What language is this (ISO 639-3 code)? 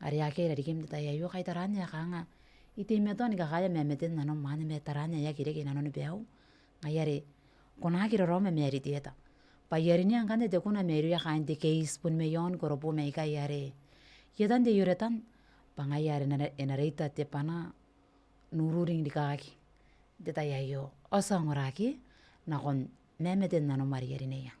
gil